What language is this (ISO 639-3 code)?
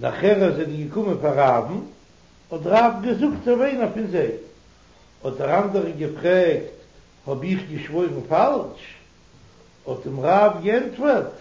yid